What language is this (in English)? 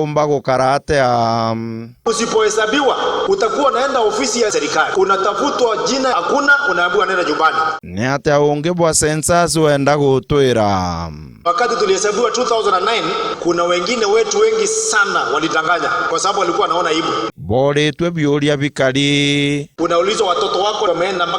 Meru